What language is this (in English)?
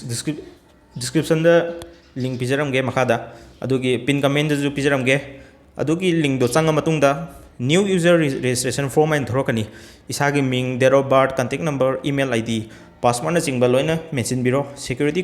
Manipuri